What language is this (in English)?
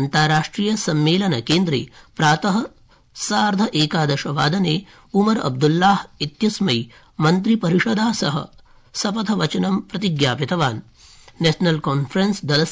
Sanskrit